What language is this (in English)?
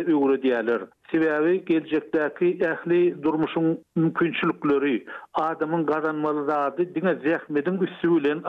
Turkmen